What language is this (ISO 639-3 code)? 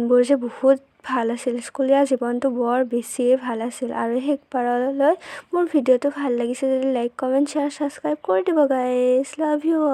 asm